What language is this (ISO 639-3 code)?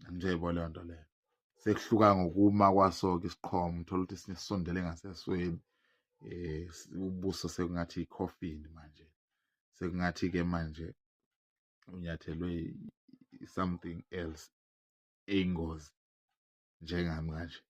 zul